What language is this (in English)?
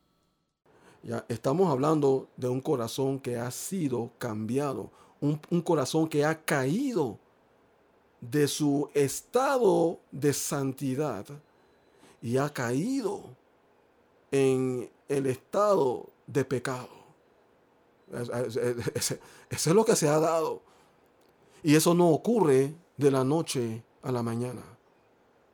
Spanish